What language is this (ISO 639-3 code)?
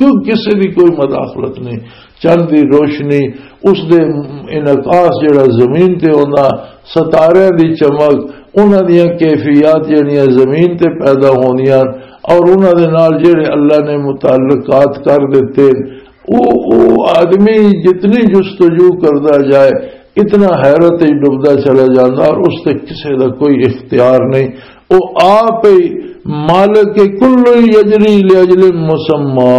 lah